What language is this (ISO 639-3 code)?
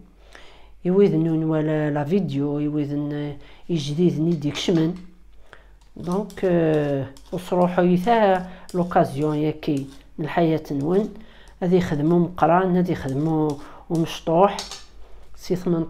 kab